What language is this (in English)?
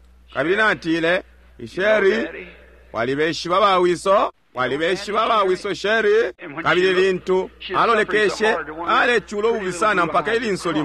Bemba